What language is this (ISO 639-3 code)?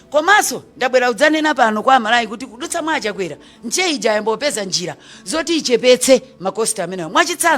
nya